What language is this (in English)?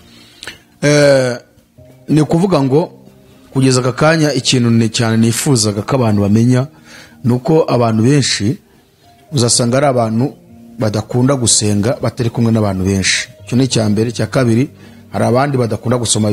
Kinyarwanda